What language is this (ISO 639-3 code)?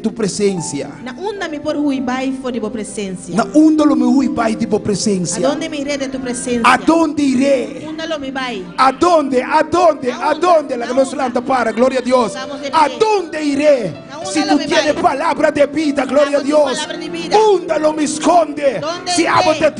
pap